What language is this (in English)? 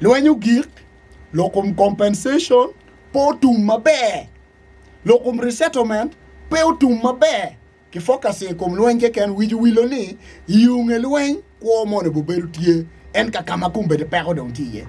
Acoli